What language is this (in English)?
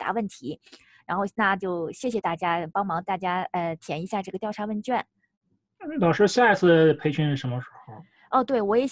Chinese